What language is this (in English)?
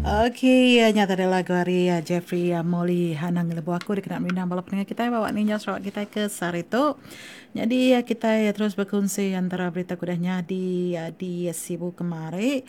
Iban